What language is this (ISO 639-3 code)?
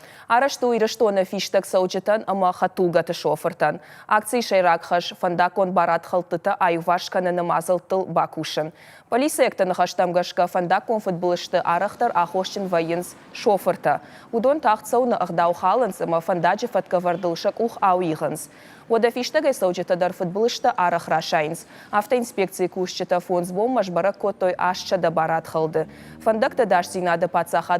oss